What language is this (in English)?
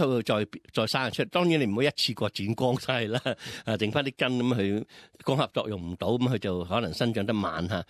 Cantonese